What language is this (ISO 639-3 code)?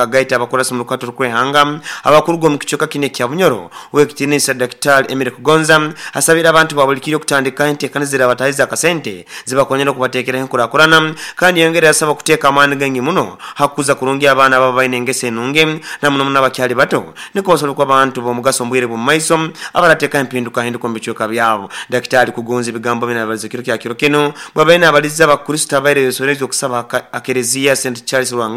nyo